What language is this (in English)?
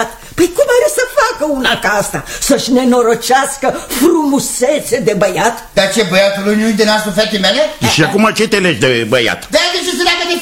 Romanian